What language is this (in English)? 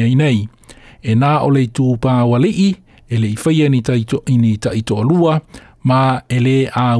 Samoan